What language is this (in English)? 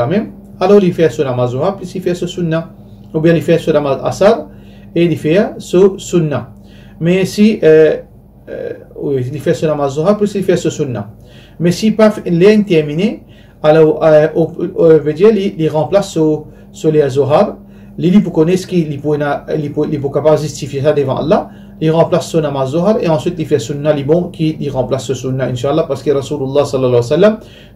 Morisyen